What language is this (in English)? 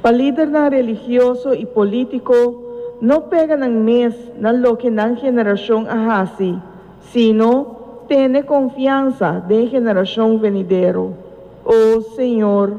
Papiamento